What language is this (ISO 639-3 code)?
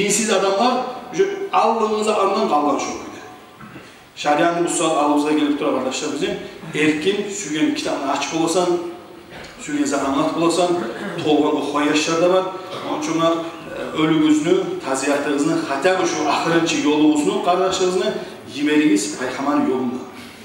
kum